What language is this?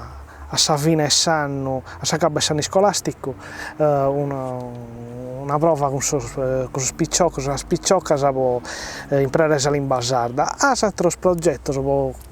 Sardinian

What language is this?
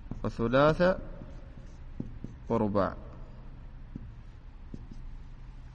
Arabic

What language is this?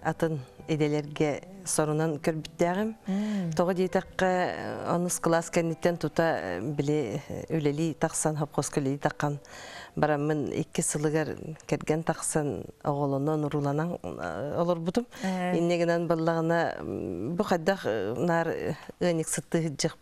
Yakut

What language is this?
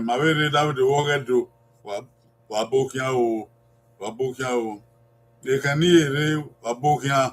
Bini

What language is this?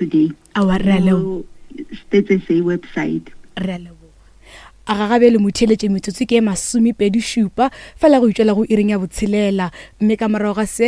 Northern Sotho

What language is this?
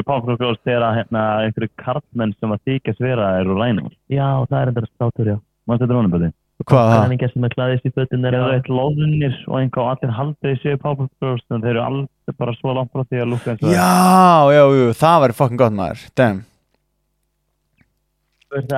Icelandic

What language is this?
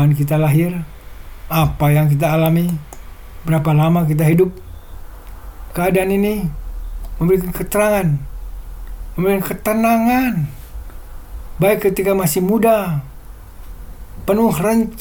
Indonesian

